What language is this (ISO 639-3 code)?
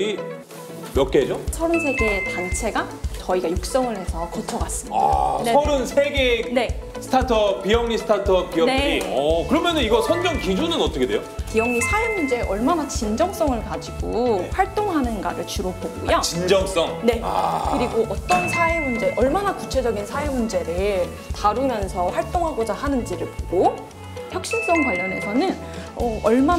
kor